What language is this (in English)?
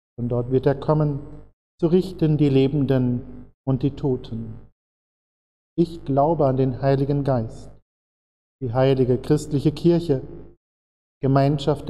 German